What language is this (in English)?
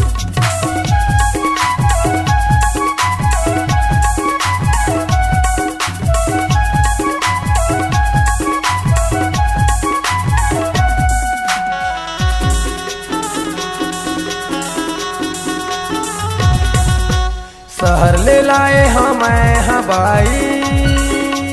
Chhattisgarhi